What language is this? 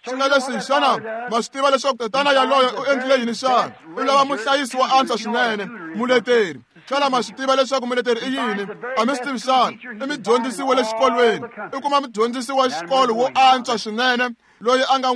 Tsonga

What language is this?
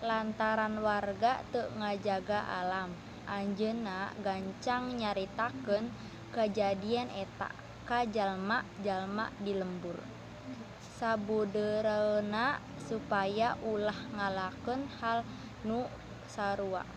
Sundanese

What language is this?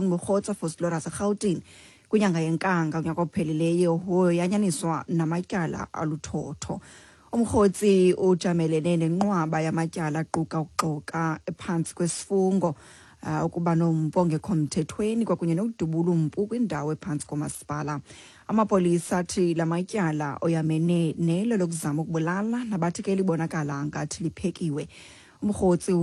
Xhosa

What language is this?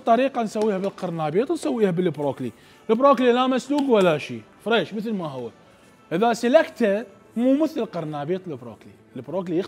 Mesopotamian Arabic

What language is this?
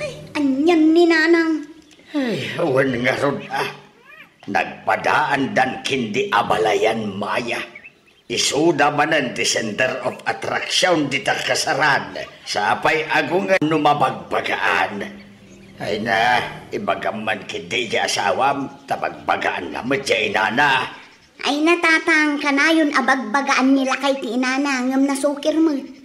Iloko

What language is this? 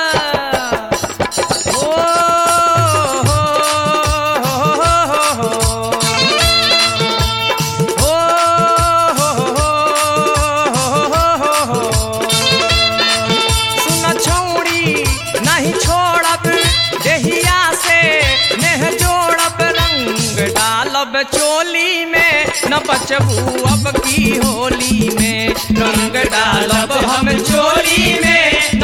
Bhojpuri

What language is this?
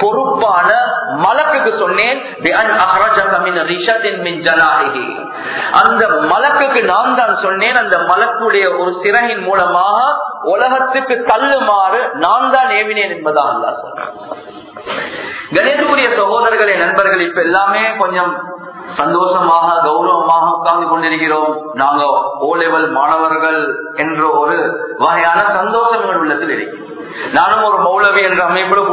Tamil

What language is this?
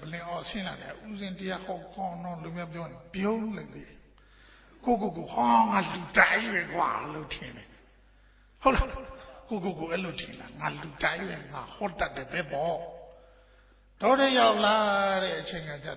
Burmese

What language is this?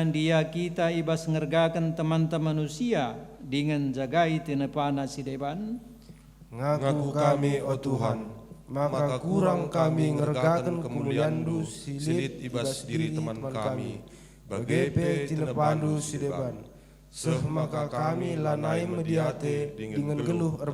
Batak Karo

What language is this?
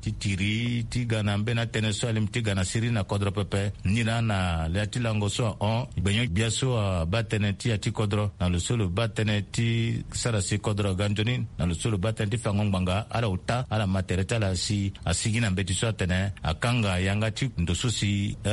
Sango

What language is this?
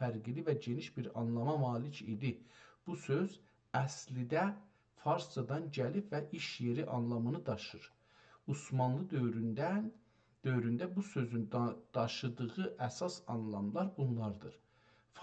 South Azerbaijani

